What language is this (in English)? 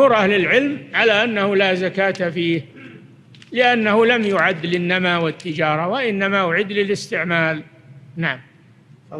Arabic